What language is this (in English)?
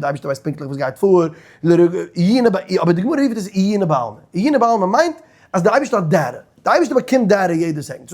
Yiddish